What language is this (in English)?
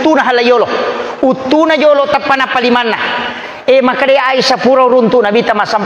Buginese